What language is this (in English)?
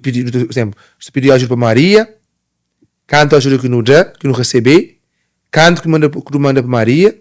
Kabuverdianu